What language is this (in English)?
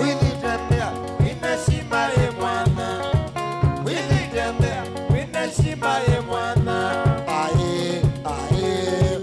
Kamba